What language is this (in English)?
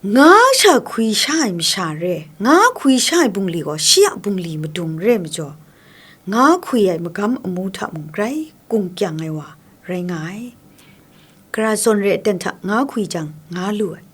Kachin